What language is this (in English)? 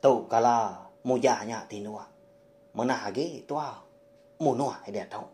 Iban